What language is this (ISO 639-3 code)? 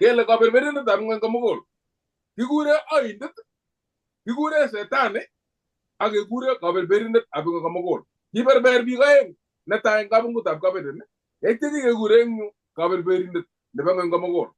kln